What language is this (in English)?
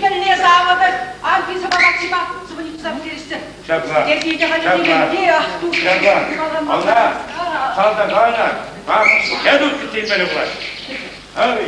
Chuvash